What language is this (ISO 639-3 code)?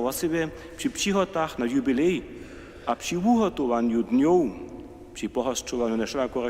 hsb